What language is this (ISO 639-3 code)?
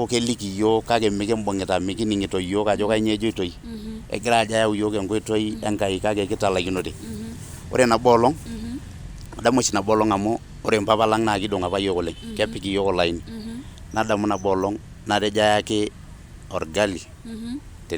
mas